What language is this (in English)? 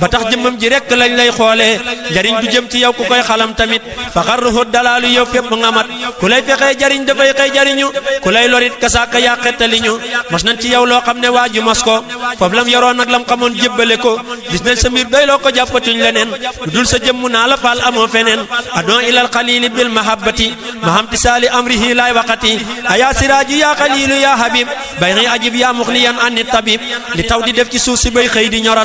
Wolof